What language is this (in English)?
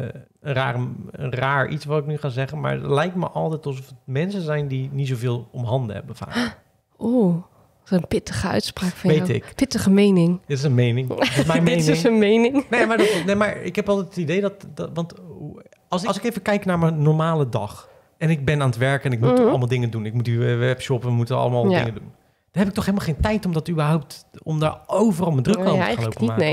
Dutch